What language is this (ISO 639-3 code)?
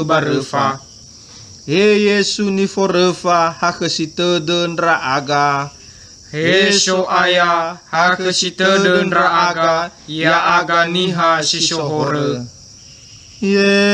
nia